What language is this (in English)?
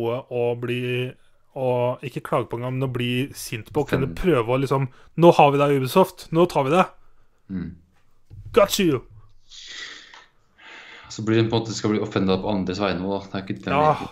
Norwegian